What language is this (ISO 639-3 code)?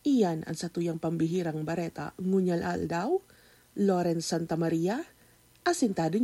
bik